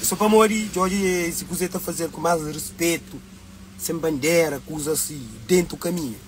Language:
Kabuverdianu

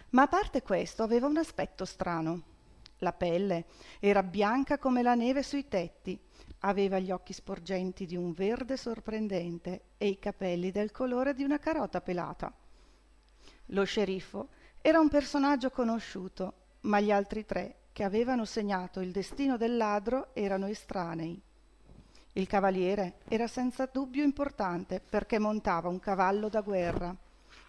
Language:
Italian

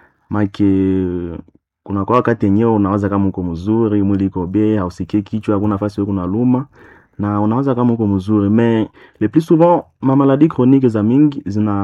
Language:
Swahili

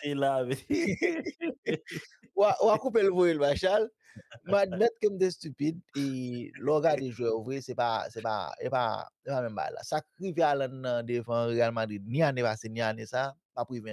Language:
Haitian Creole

